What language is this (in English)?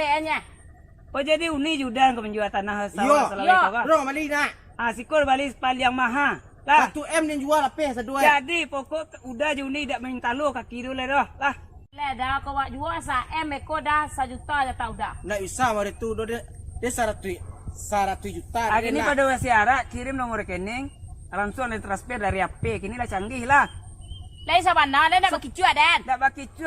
Minangkabau